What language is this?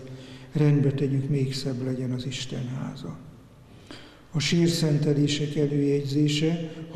Hungarian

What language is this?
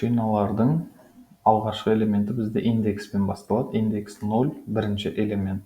Kazakh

